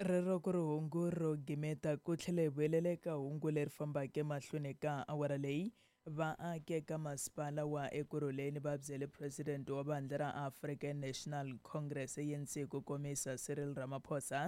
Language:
Tsonga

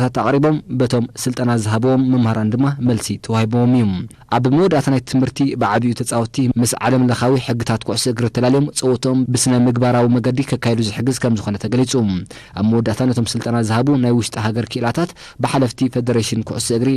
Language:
Tigrinya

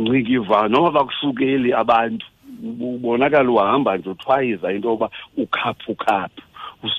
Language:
Xhosa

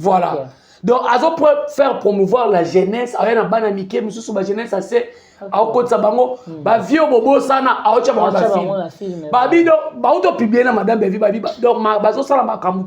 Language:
Lingala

